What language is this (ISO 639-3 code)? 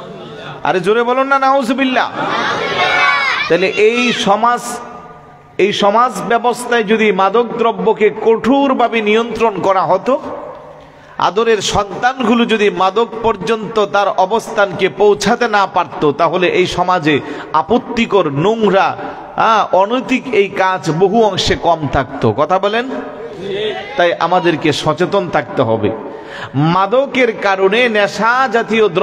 ben